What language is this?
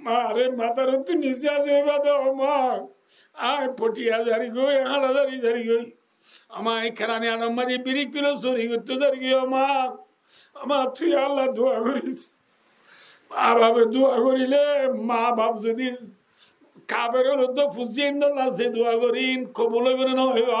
Rohingya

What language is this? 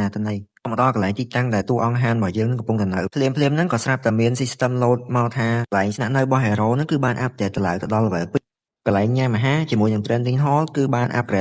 Khmer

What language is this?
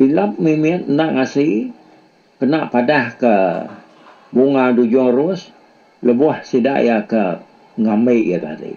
Iban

